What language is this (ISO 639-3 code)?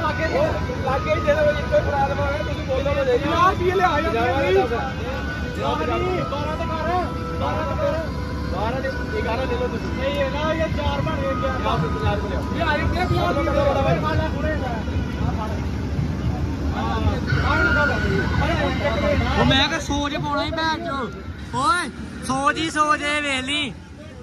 pan